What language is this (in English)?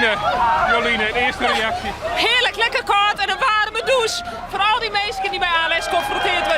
Western Frisian